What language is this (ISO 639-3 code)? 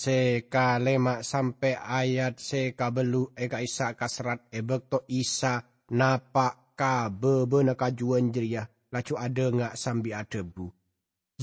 mad